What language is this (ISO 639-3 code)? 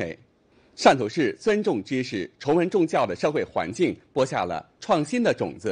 zho